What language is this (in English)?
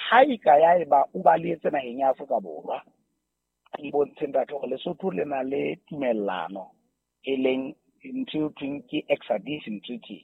Southern Sotho